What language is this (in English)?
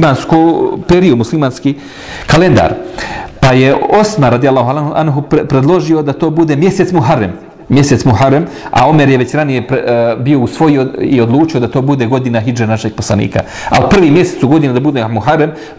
Bosnian